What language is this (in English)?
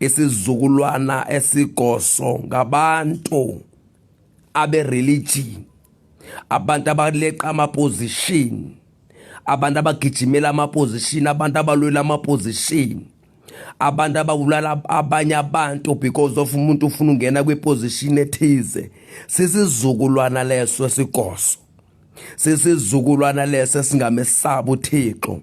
Zulu